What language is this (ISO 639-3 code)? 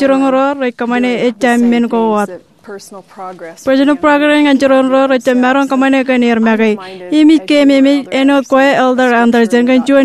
mah